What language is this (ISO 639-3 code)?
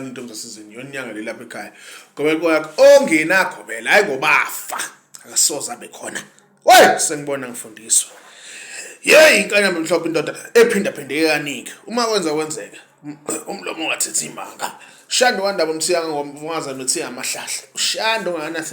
zul